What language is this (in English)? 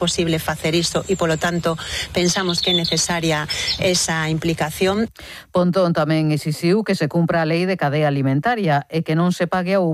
Galician